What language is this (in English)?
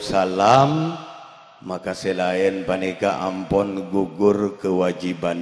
Madurese